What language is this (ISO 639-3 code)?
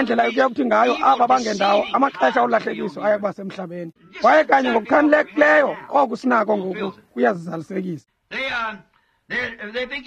xho